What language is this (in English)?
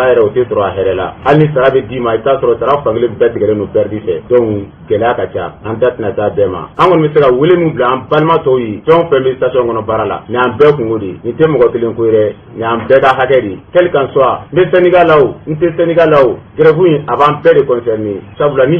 Bambara